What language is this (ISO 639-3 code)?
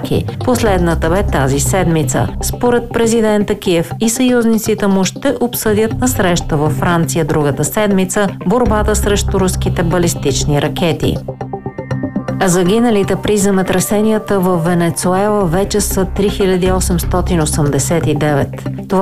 bul